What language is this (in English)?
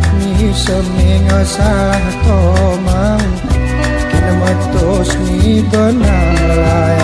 Gayo